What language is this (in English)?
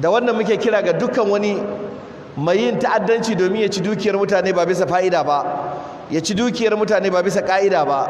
Hausa